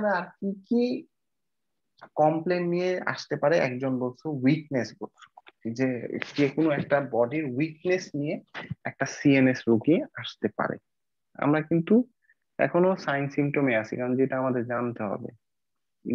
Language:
Bangla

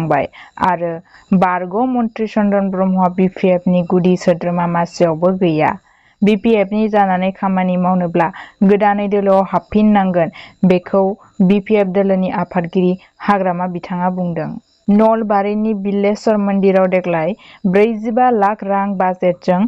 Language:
Bodo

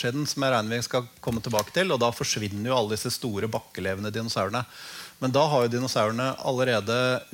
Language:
Norwegian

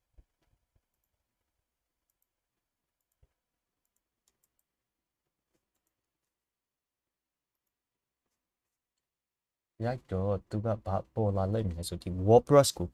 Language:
Burmese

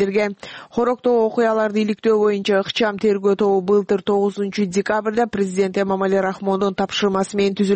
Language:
Kyrgyz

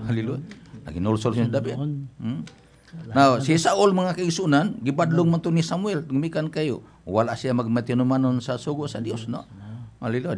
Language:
Cebuano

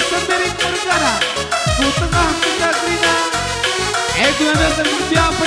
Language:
Batak Karo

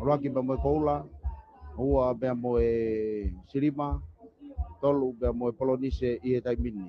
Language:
Tongan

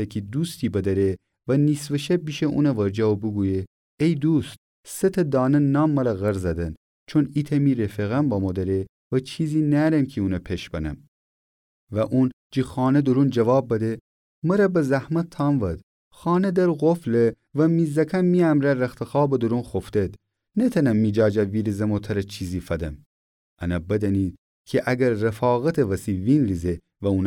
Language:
Gilaki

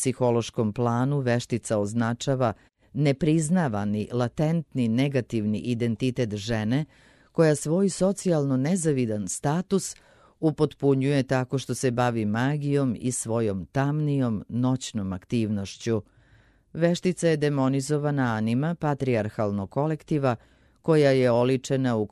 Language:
Serbian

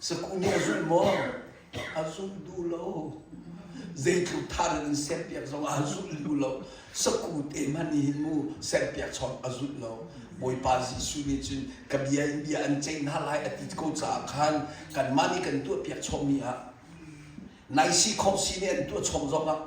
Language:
Hakha Chin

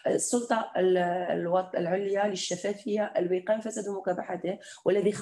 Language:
Arabic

